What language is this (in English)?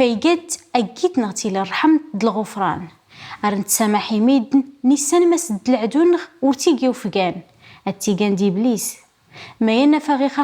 Kabyle